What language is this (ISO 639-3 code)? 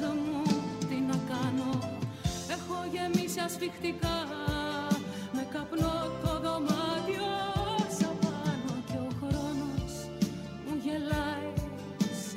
ell